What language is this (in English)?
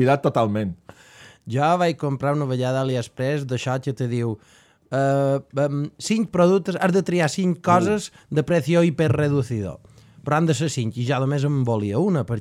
Catalan